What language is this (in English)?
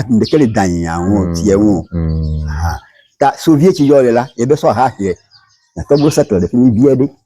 Ewe